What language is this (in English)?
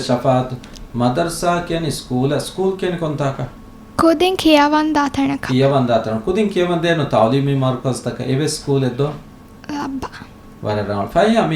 Divehi